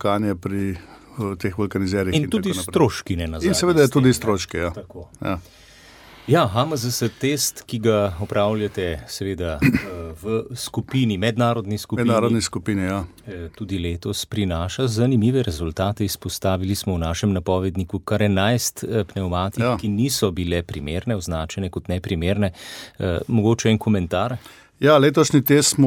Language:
Slovenian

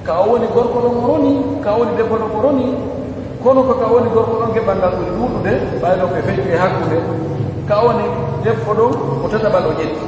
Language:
Pular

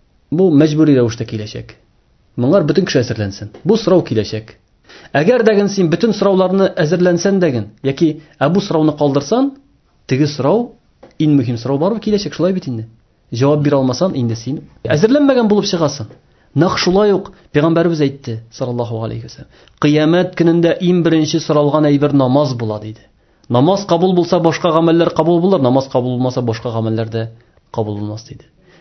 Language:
Tatar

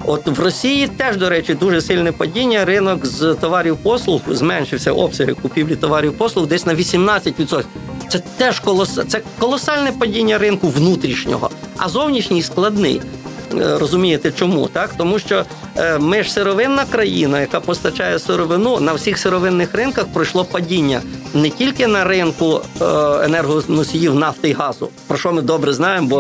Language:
Ukrainian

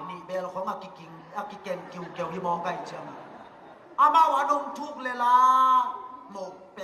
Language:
Tedim Chin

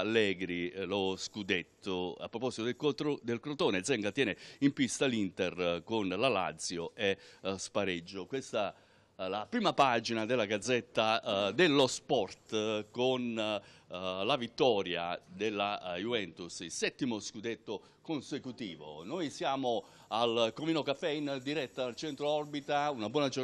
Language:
Italian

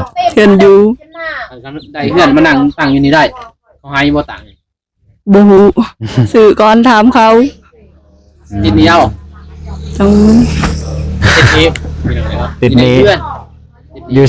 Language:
Lao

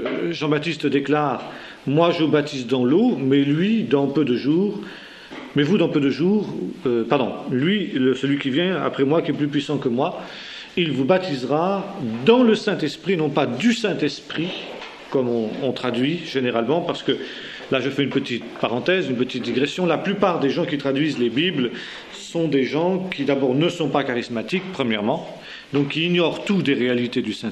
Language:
French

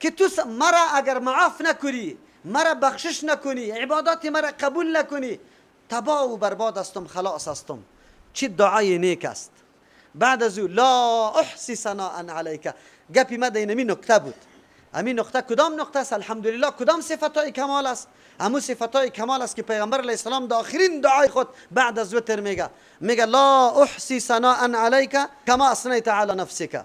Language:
Persian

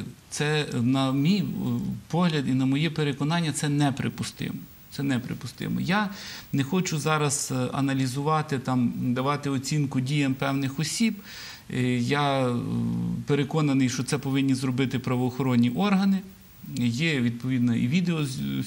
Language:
Ukrainian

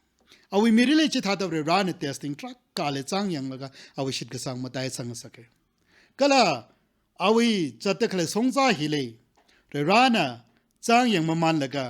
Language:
Tangkhul Naga (India)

